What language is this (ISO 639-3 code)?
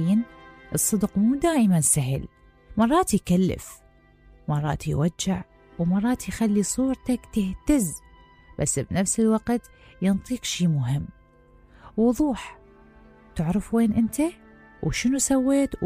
acm